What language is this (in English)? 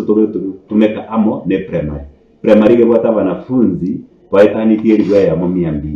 Gusii